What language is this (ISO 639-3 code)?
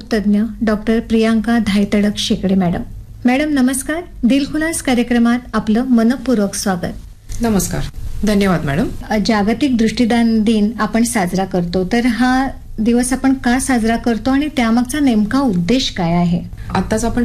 mar